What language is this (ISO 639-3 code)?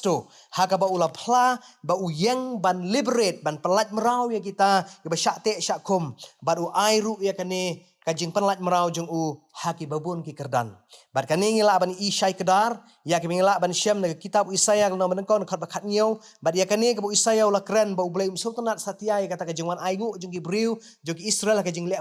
kha